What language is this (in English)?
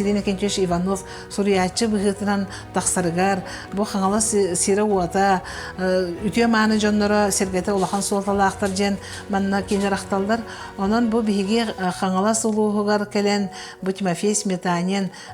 Yakut